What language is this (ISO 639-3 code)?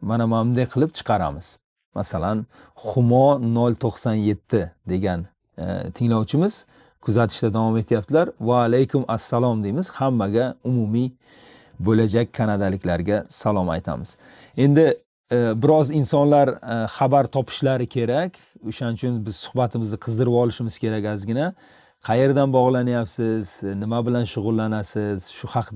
uzb